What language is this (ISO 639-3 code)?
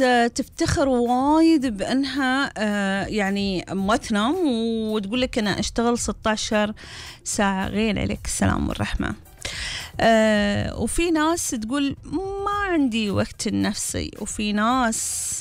afb